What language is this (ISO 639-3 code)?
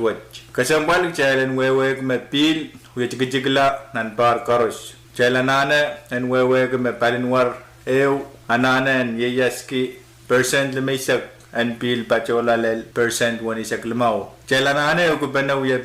pon